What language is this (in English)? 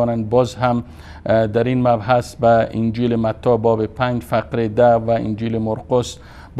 Persian